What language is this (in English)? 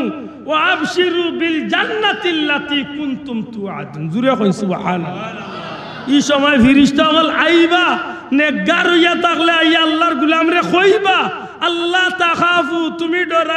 Sylheti